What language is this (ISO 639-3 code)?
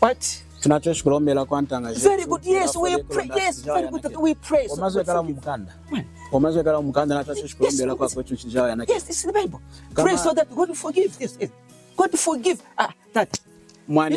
lun